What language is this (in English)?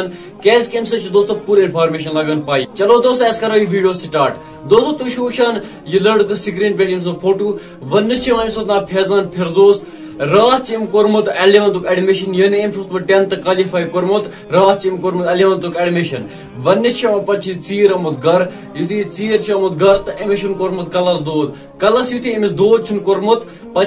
Kashmiri